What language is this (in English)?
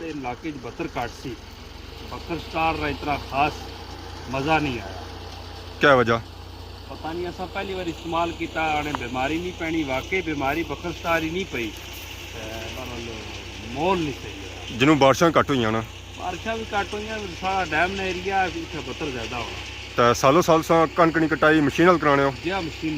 Pahari-Potwari